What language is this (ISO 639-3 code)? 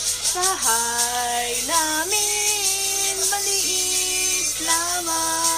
fil